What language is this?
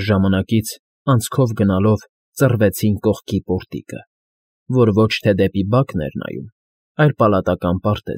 Armenian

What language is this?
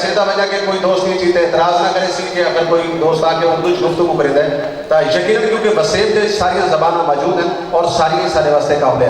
Saraiki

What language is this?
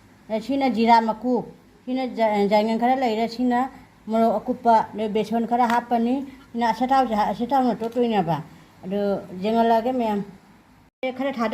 Manipuri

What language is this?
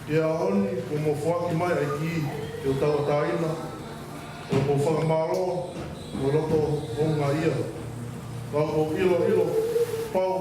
Tongan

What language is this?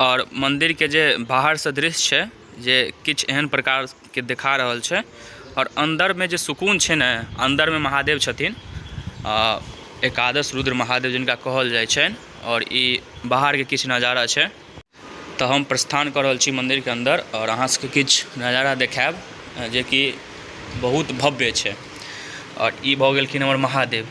Maithili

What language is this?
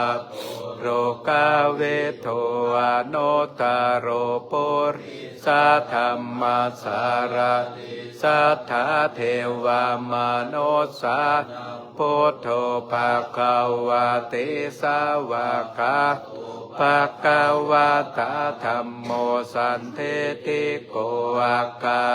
Pali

